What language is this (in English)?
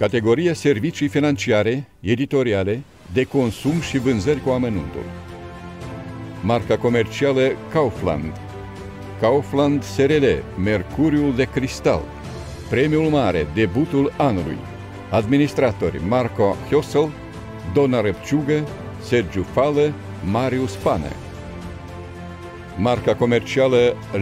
Romanian